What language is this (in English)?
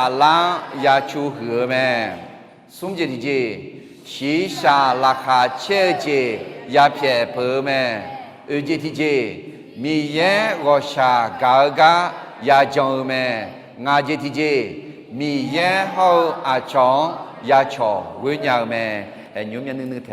Akha